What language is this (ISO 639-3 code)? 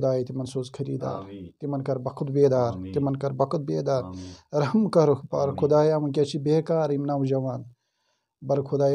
kas